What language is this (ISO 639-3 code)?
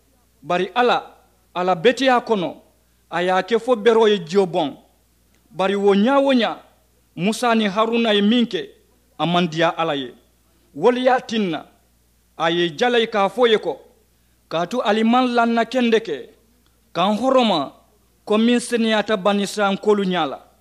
man